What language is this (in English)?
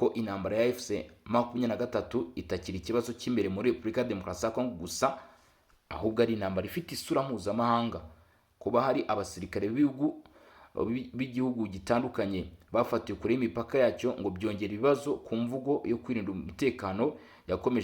Kinyarwanda